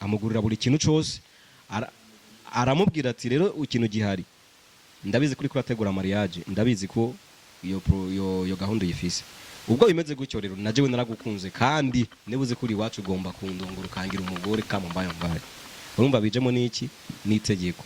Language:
Rundi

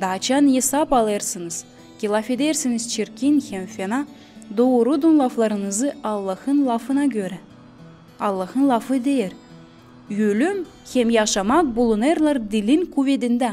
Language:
Gagauz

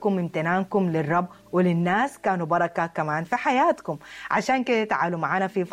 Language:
Sudanese Arabic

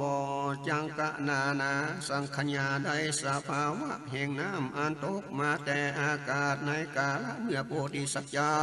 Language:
Northern Thai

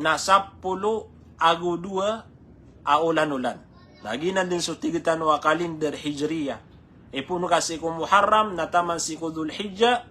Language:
Maranao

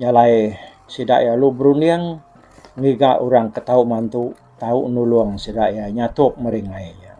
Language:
Iban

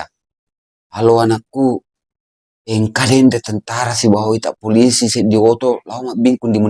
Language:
Buginese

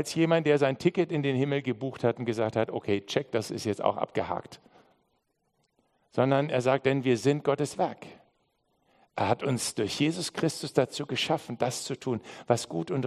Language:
German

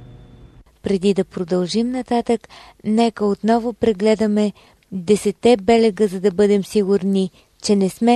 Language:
Bulgarian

